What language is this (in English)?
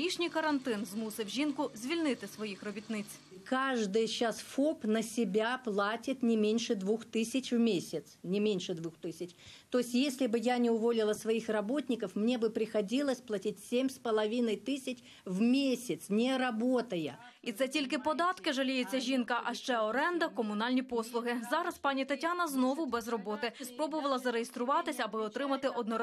Ukrainian